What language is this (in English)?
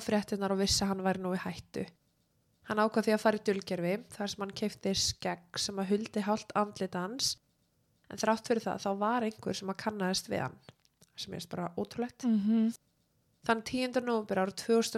Icelandic